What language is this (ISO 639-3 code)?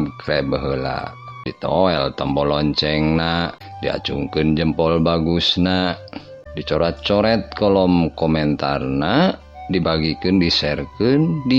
sun